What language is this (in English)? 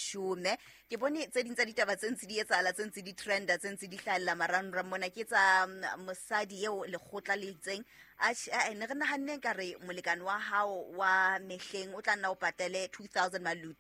Southern Sotho